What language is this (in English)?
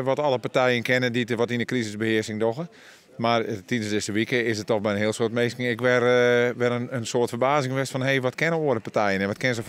Western Frisian